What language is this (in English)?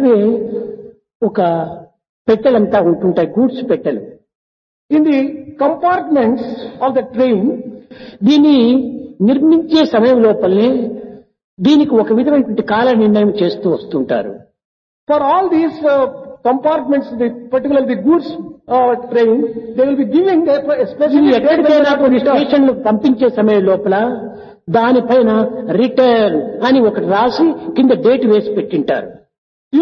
Telugu